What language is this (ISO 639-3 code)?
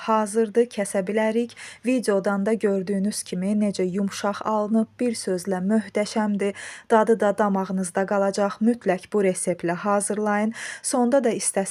aze